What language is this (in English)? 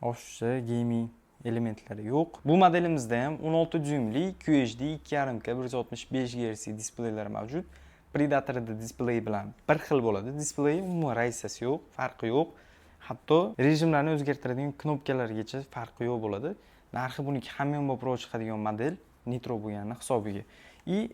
Uzbek